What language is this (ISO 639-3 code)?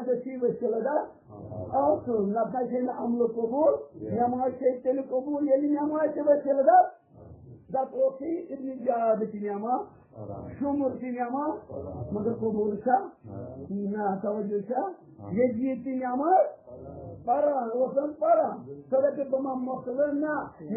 kas